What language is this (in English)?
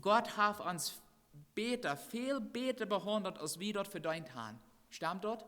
Plautdietsch